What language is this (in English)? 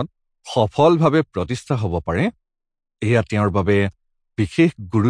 Assamese